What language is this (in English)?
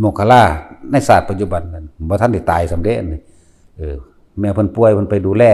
Northeastern Thai